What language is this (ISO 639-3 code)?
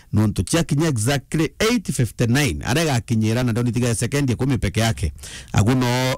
mer